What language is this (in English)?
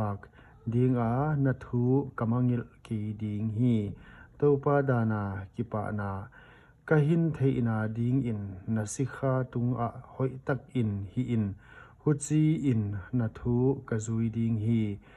Paite Chin